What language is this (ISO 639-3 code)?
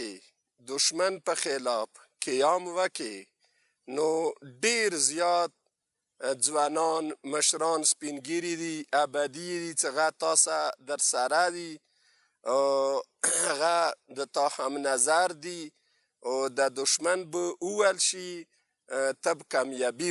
pus